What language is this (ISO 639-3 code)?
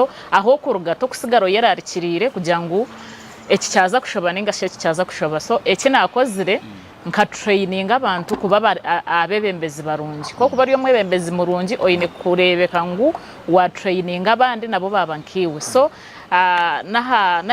nyn